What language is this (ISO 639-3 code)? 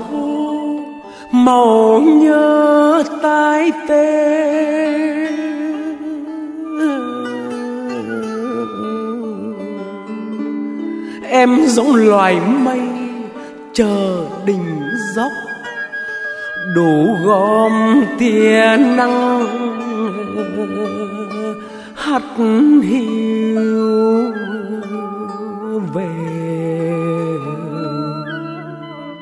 vie